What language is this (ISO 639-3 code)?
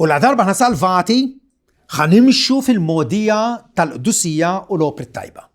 mlt